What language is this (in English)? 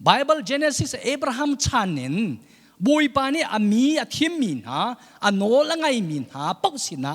Hakha Chin